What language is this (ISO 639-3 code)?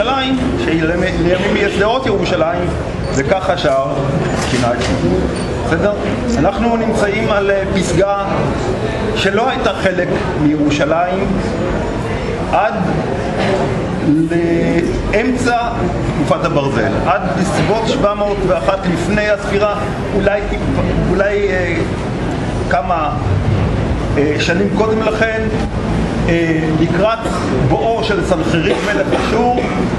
heb